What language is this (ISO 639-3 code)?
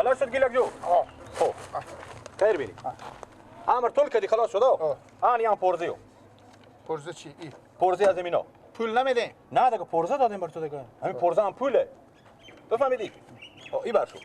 fas